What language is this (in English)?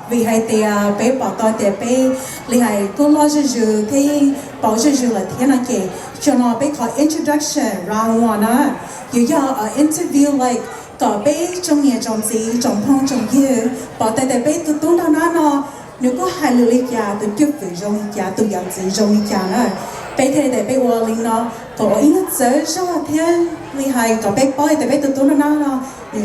Hmong